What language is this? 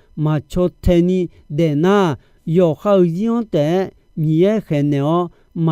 Akha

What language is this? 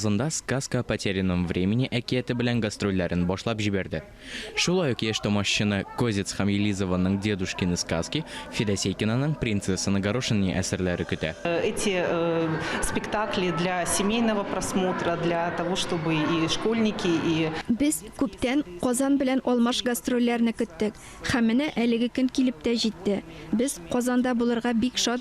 Tatar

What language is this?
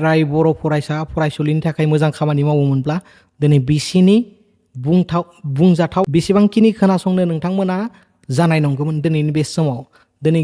Bodo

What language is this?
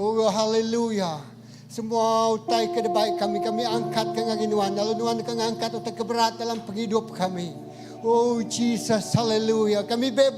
Iban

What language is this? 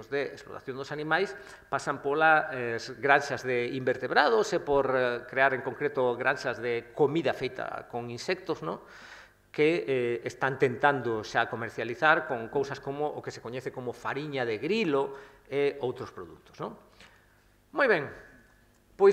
Galician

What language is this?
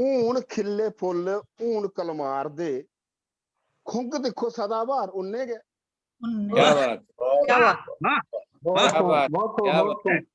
Dogri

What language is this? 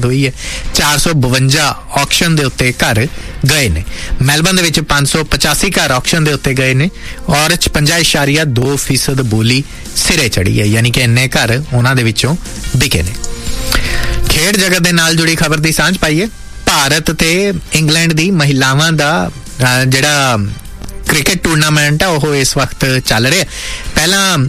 Punjabi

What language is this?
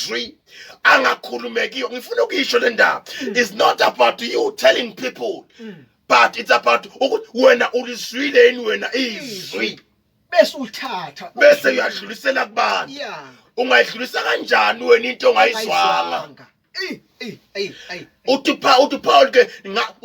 Zulu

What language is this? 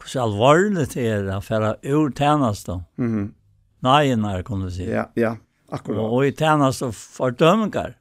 Faroese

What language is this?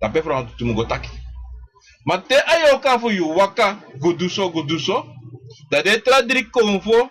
Sranan Tongo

